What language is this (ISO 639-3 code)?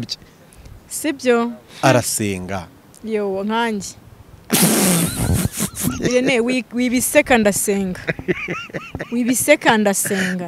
kin